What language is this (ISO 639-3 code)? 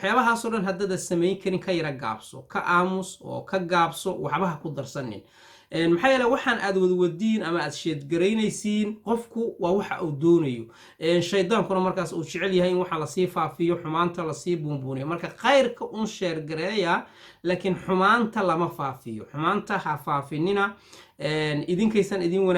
som